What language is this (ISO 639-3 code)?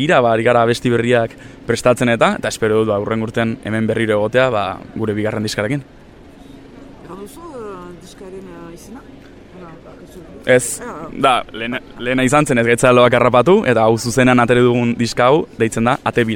eus